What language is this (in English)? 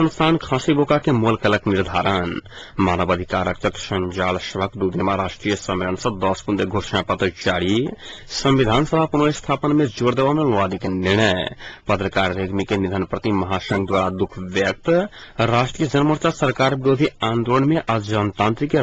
Maithili